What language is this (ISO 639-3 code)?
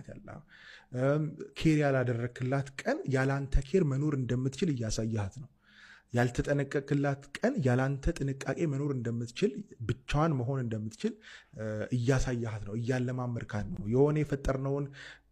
amh